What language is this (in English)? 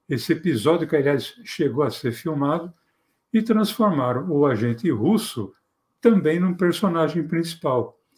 Portuguese